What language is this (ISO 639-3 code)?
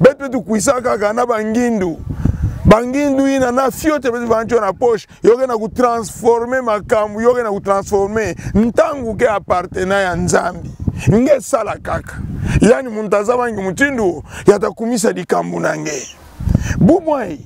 ktu